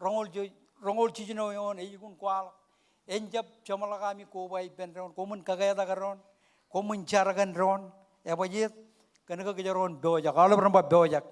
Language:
Marshallese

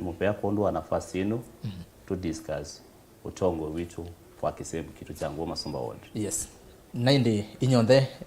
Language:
Kamba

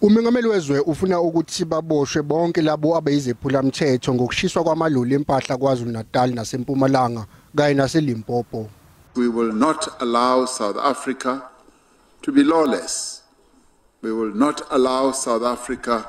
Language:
Zulu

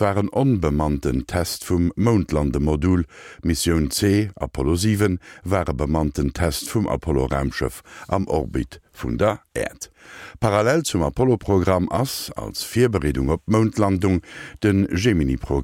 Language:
Luxembourgish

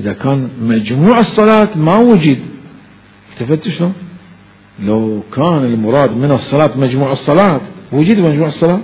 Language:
Mesopotamian Arabic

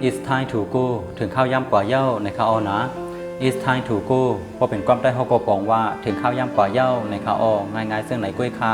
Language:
Shan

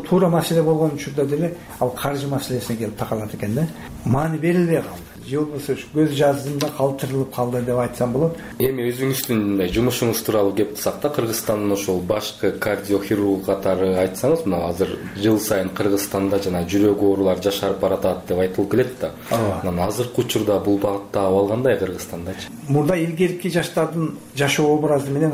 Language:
Kyrgyz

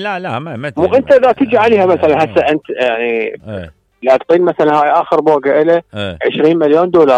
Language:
Mesopotamian Arabic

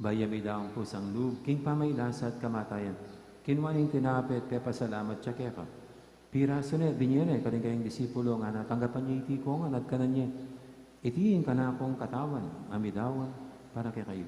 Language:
Pampanga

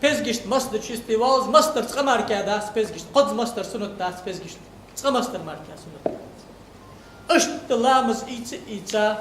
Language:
Ingush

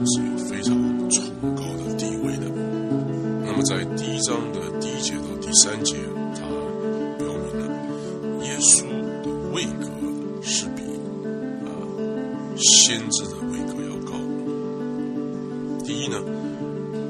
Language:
Chinese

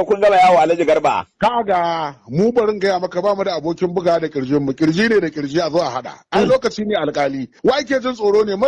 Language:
Hausa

